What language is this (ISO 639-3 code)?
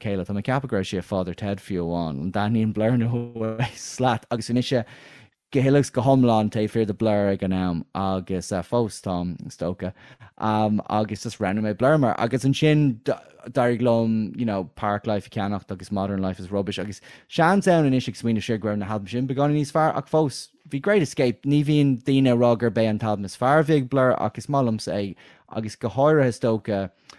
gle